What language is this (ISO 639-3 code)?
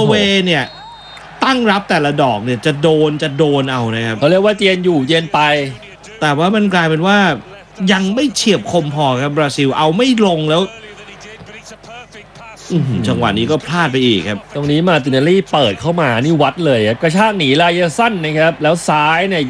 tha